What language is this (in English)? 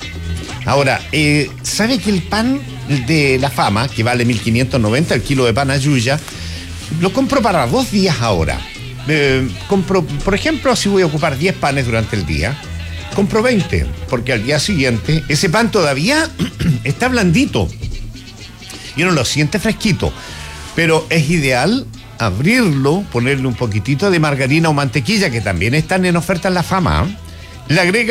Spanish